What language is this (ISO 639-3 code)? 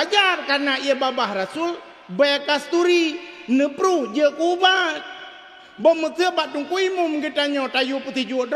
ace